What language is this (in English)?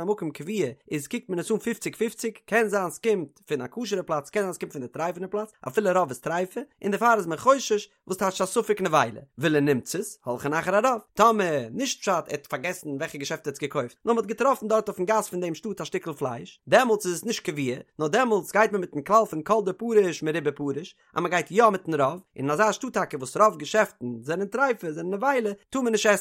Yiddish